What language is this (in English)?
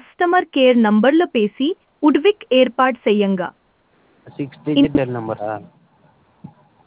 Tamil